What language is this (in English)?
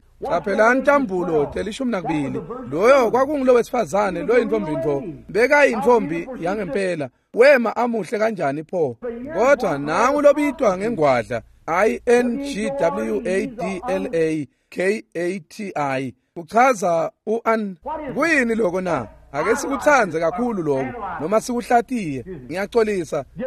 Swati